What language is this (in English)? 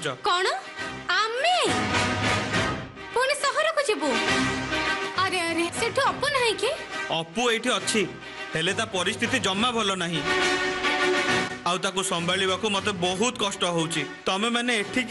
Odia